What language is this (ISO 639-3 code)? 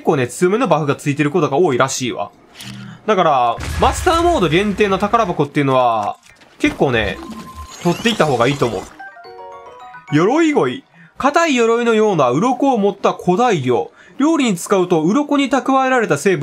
jpn